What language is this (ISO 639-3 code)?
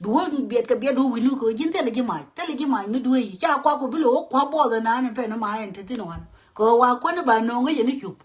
nus